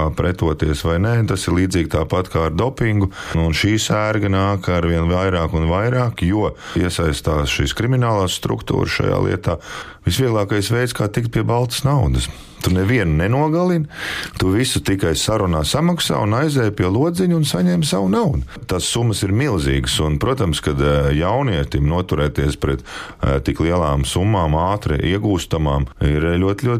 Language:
Latvian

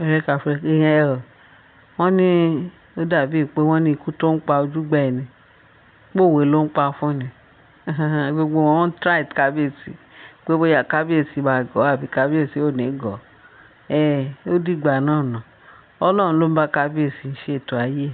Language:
Yoruba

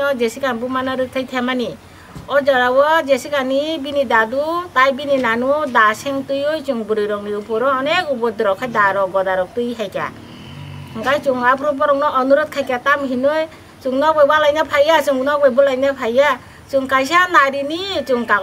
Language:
Kok Borok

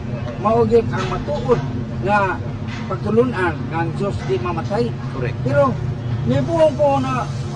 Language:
Cebuano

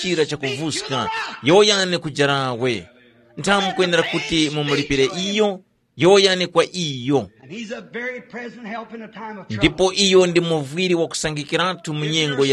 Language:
Tumbuka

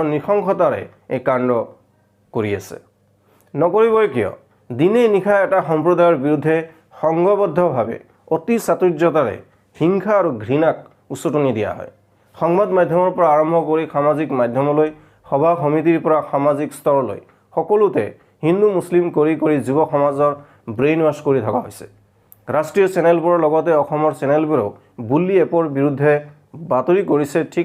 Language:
Assamese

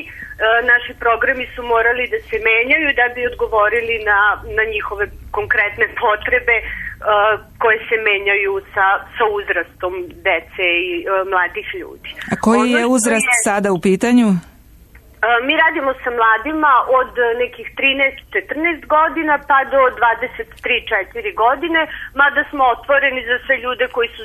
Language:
Serbian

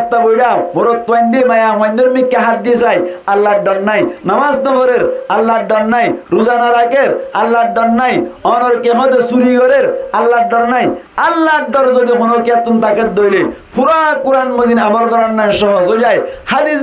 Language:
Rohingya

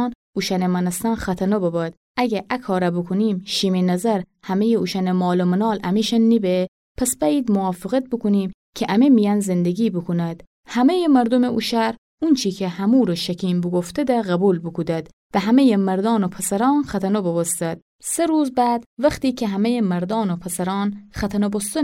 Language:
Gilaki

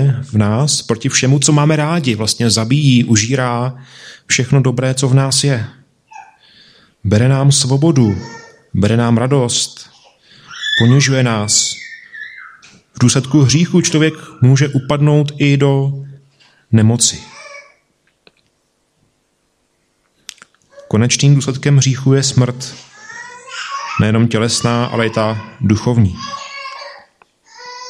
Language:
Czech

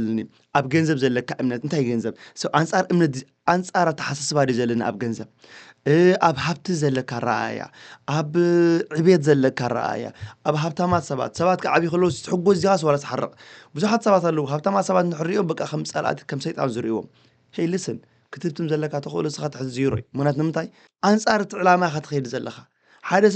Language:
Tigrinya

